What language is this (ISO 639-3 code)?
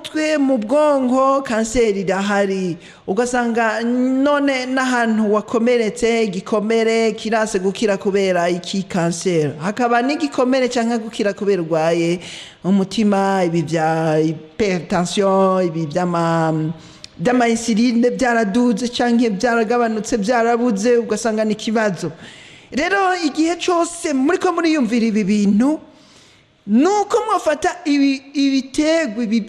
run